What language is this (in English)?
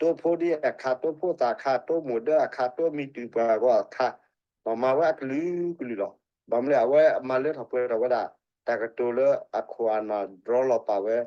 S'gaw Karen